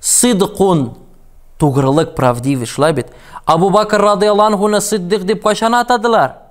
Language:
Tatar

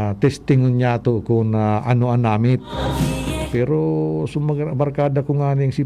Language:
Bikol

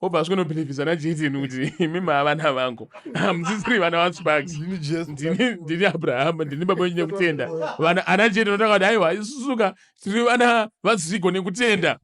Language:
Shona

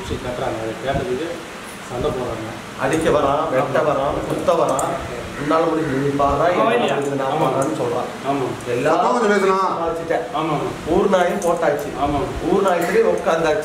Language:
Tamil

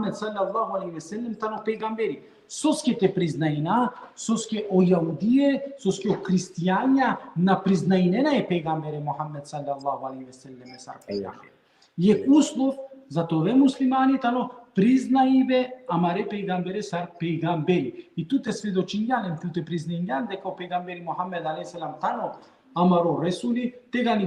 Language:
Balkan Romani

